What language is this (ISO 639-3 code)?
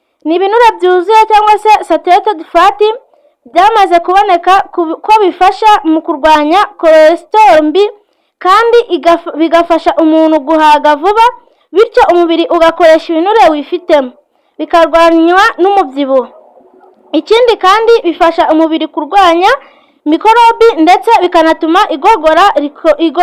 kin